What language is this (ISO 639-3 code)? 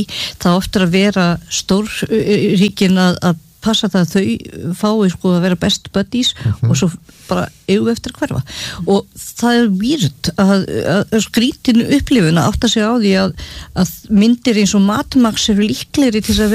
isl